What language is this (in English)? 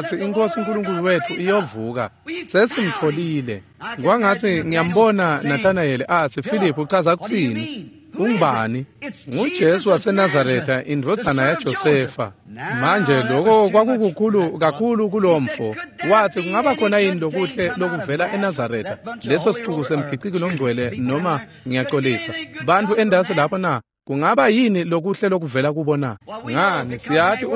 Swati